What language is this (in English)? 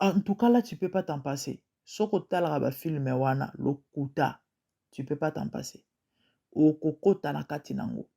Lingala